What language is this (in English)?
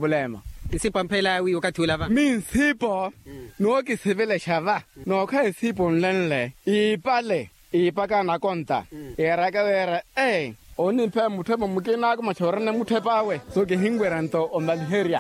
Makhuwa